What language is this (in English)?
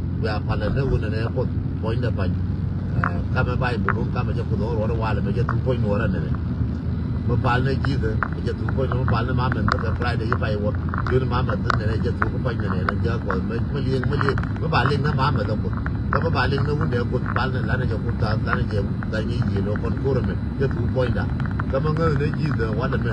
Nuer